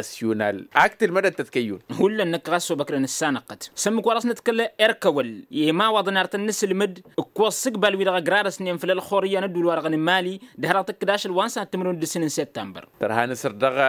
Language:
Tamasheq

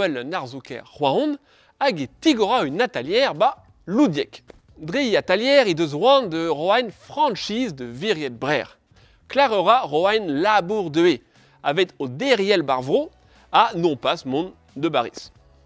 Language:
Breton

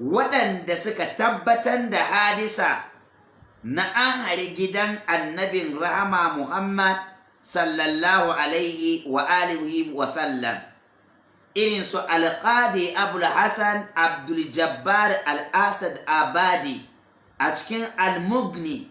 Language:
Hausa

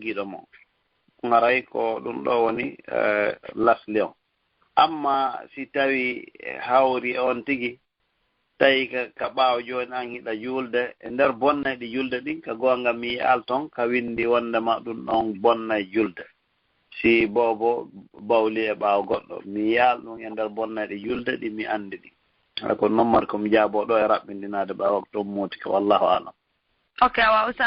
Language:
Fula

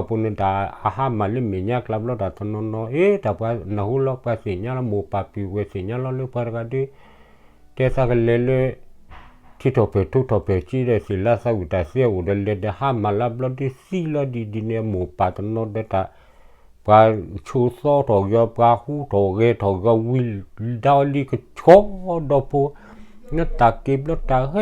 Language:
S'gaw Karen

